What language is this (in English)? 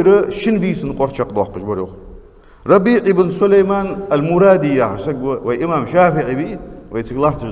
Ingush